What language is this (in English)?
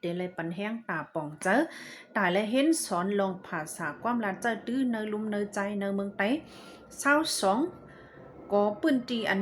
Shan